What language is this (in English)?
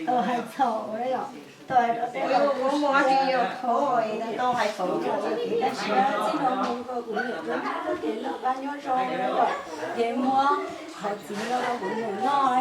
Hmong